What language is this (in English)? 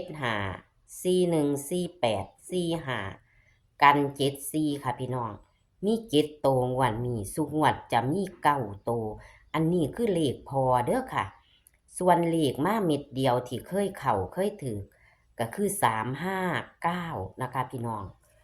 Northeastern Thai